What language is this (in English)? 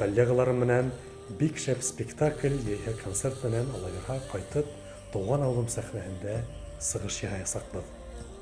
Bashkir